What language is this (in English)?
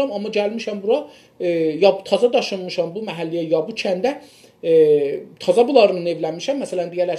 South Azerbaijani